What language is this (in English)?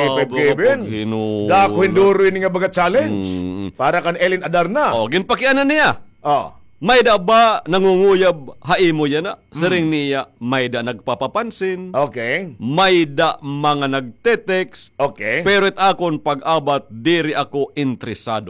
Waray